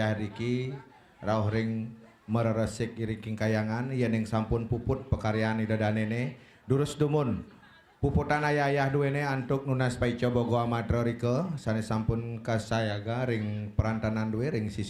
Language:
Balinese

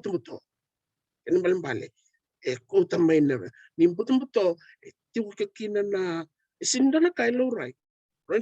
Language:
Fijian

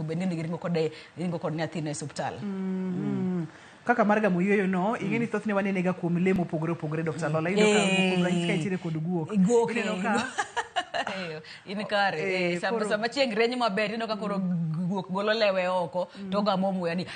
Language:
Luo (Kenya and Tanzania)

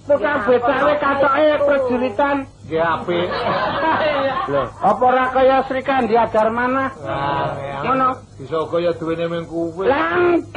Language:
Javanese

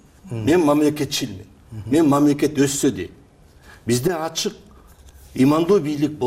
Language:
Kyrgyz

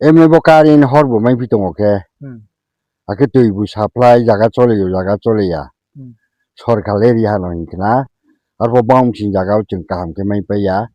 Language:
Riang (India)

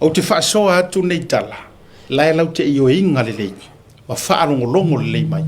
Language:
Samoan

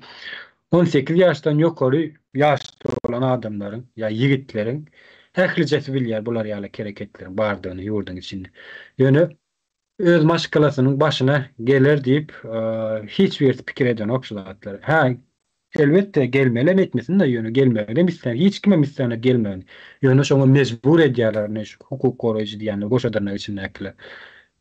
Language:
Turkmen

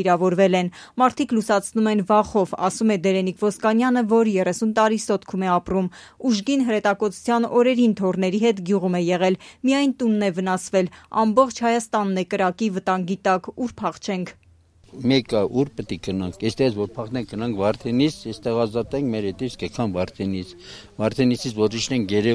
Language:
Armenian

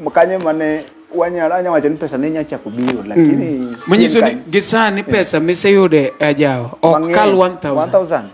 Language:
Luo (Kenya and Tanzania)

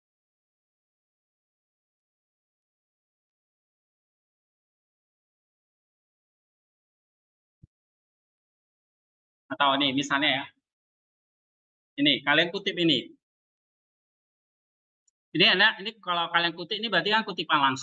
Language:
Indonesian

